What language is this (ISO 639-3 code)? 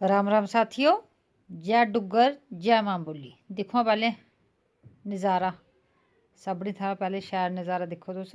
doi